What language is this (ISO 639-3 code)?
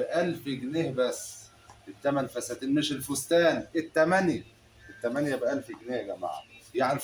arz